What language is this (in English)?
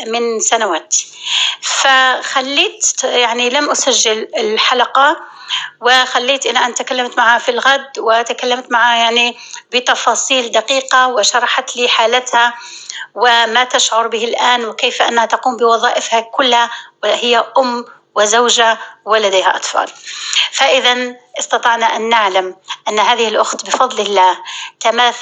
North Levantine Arabic